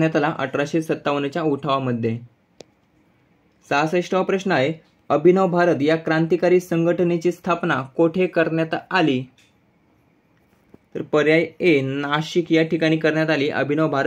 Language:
Marathi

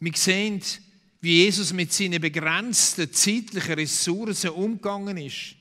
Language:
Swiss German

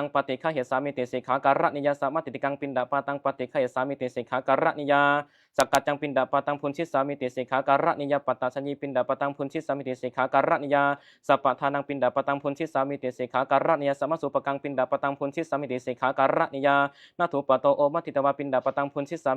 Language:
Pali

